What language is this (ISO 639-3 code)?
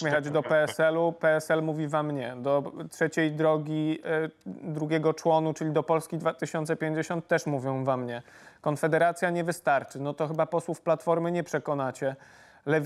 pol